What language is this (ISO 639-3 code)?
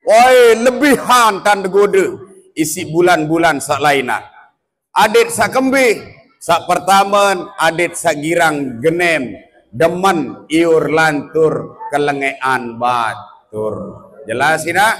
sas